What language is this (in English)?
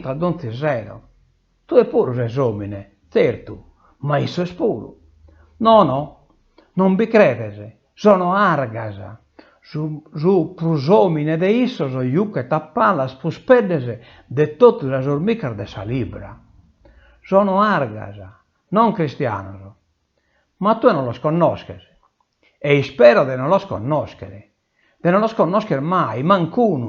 Sardinian